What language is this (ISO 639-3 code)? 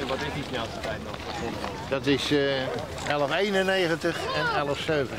fry